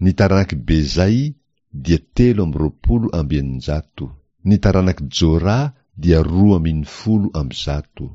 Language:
Malagasy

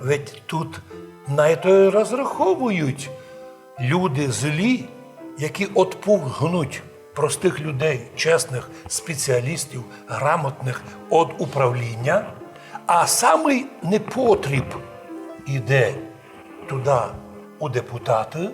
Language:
Rusyn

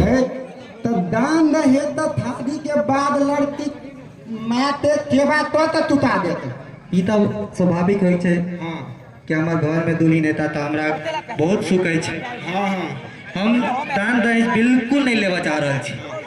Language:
Maithili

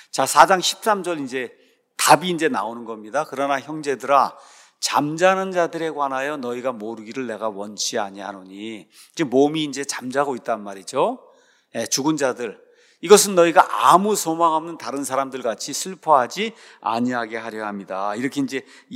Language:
Korean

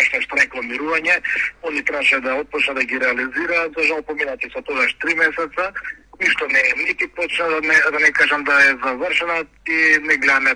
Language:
Macedonian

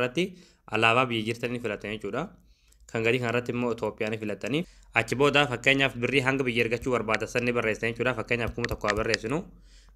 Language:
Oromo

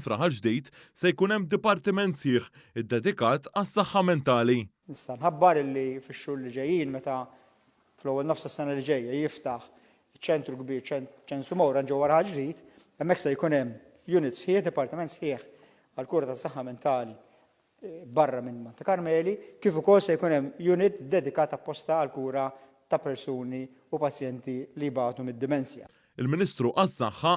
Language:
Maltese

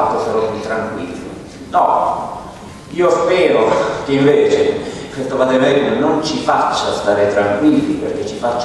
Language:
Italian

